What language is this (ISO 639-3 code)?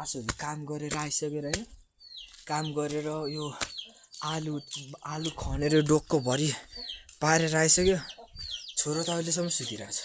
nep